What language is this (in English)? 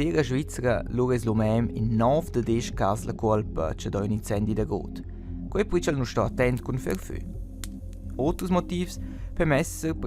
Romansh